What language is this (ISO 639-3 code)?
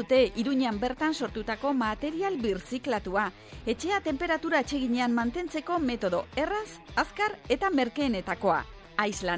eus